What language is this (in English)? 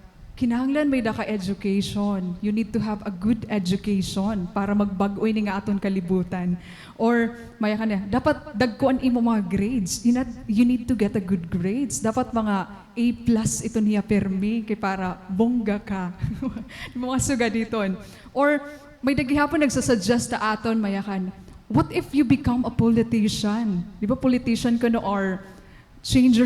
Waray